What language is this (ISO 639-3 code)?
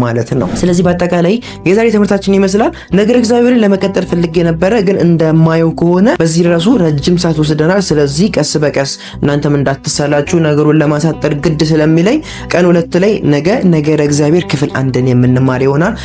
amh